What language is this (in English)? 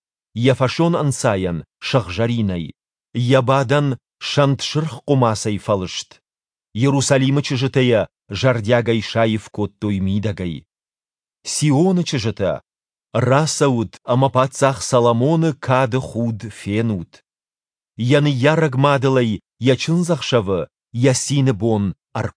Ossetic